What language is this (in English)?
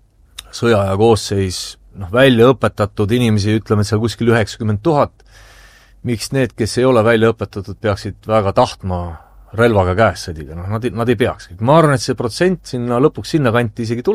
Estonian